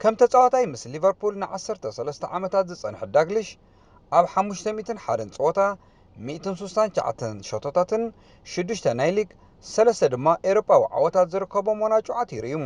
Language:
Tigrinya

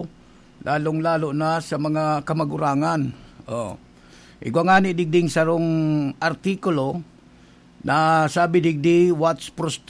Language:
Bikol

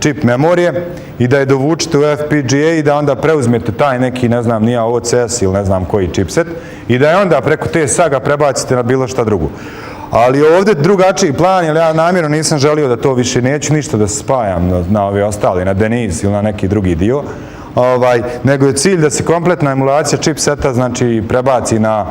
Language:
Bosnian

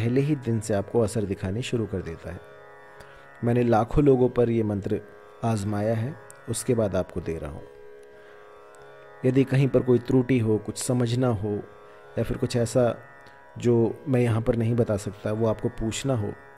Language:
Hindi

